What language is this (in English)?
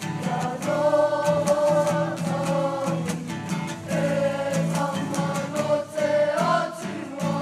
Māori